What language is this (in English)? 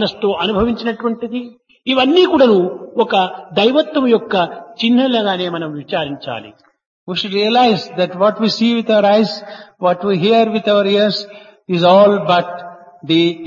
Telugu